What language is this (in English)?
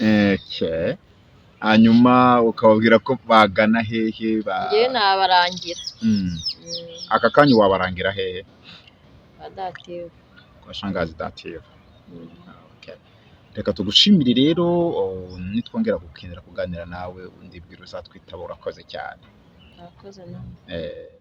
Kinyarwanda